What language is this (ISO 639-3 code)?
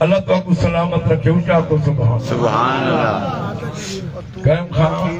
skr